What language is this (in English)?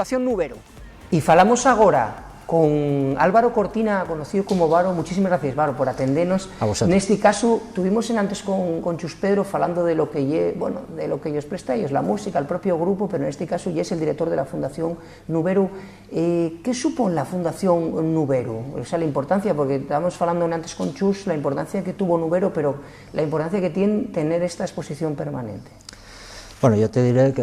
Asturian